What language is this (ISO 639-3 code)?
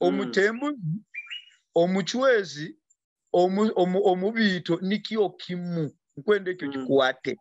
nyo